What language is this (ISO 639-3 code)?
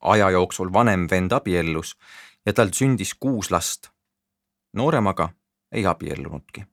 est